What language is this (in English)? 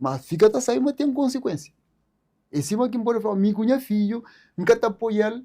Kabuverdianu